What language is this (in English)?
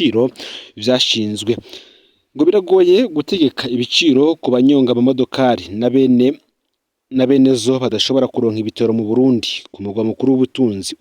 Rundi